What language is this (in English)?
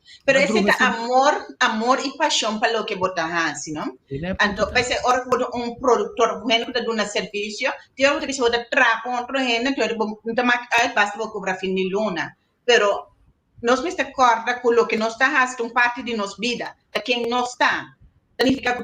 Papiamento